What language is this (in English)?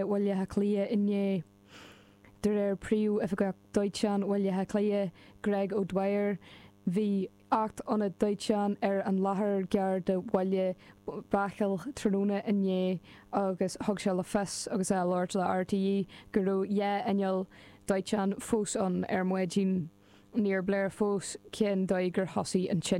Irish